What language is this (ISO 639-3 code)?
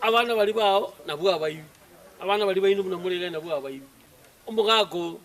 guz